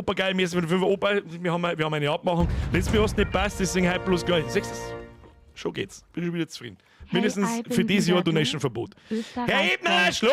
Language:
Bavarian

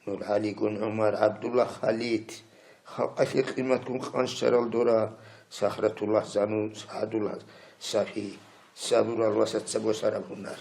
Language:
Avaric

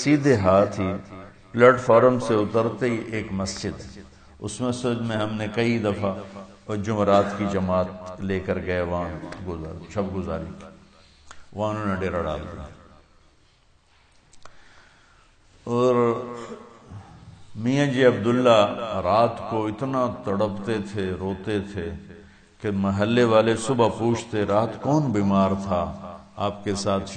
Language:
Urdu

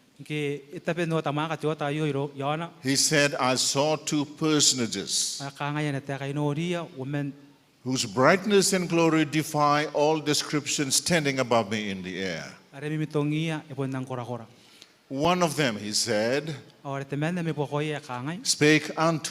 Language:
Gilbertese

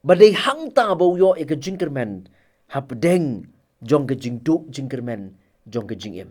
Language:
Khasi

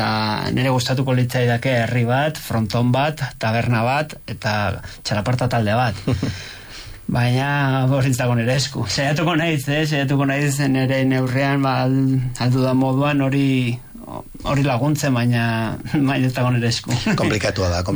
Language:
Basque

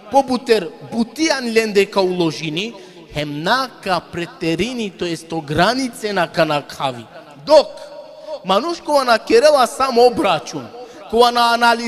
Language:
Balkan Romani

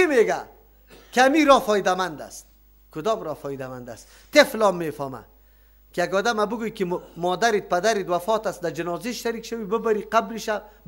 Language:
Persian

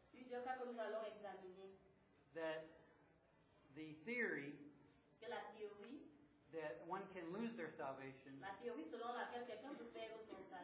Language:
French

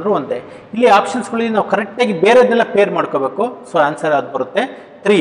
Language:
Kannada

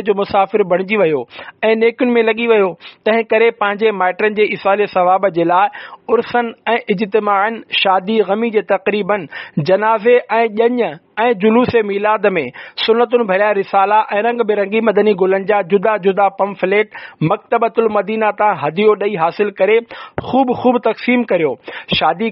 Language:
Sindhi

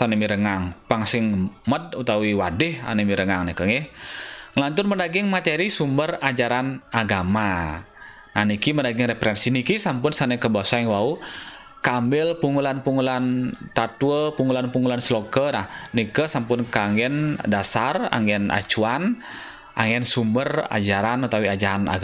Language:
Balinese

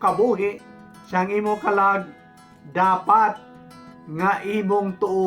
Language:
Hiligaynon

